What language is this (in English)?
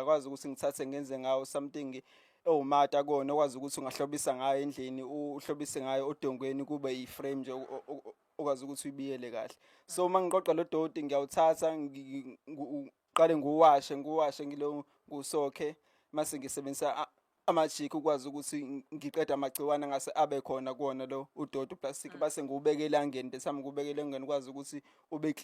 Zulu